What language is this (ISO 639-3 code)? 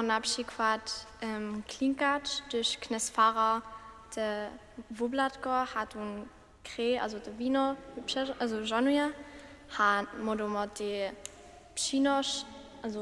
hsb